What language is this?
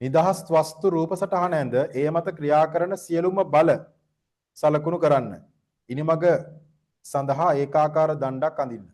Sinhala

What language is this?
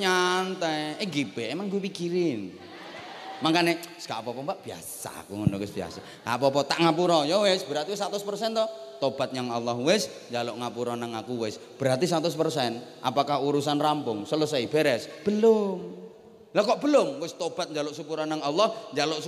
Javanese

